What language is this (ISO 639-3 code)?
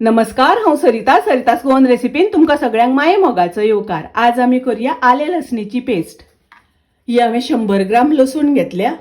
kok